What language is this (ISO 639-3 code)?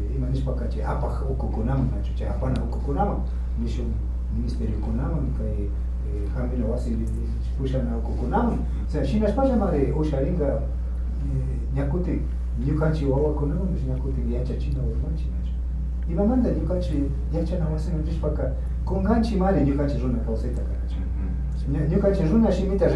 qvi